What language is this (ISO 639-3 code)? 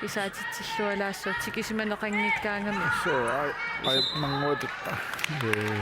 kal